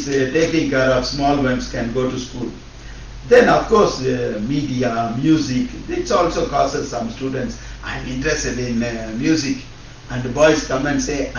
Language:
Acoli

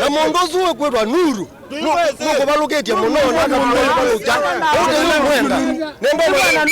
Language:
Kamba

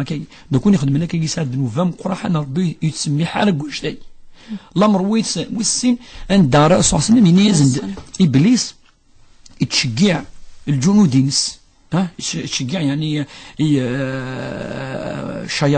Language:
Kabyle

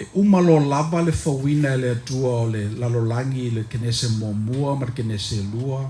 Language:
Samoan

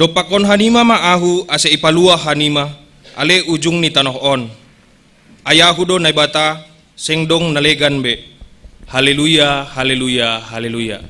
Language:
Batak Simalungun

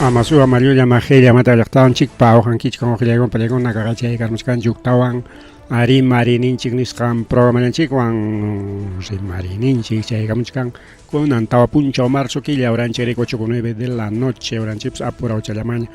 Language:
Ayacucho Quechua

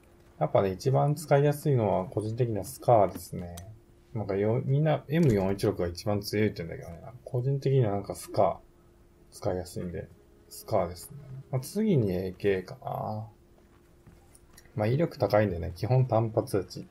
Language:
Japanese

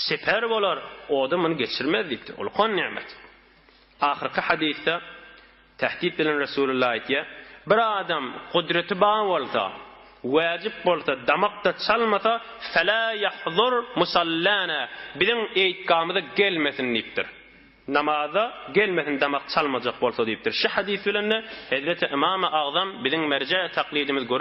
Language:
Turkmen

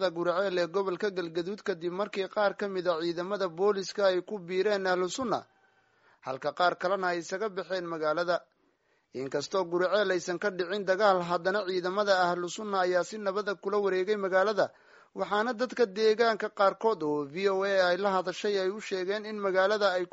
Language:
Somali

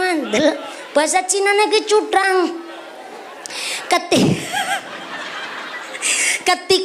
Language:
Javanese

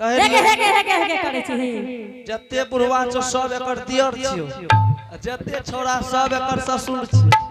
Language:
Angika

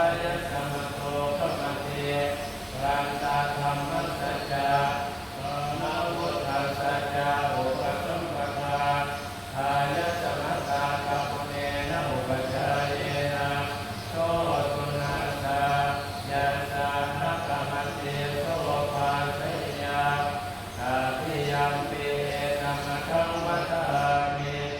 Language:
Pali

